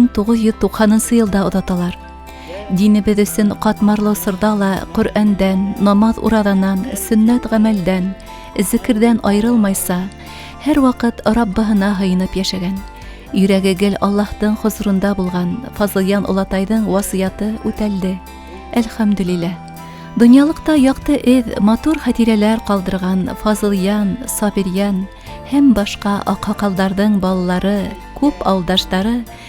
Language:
Bashkir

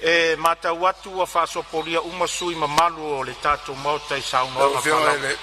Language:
Samoan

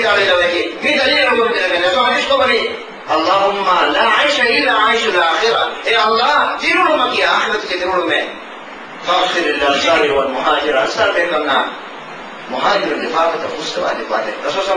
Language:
Divehi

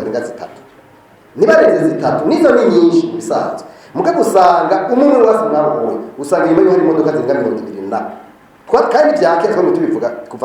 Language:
Rundi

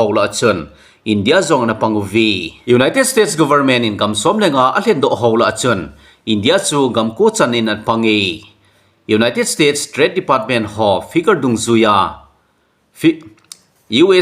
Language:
Thado Chin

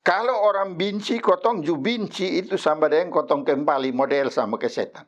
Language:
Kupang Malay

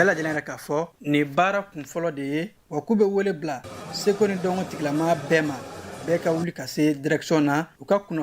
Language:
Bambara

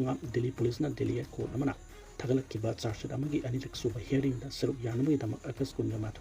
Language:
Manipuri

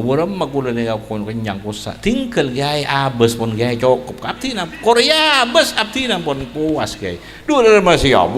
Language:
Madurese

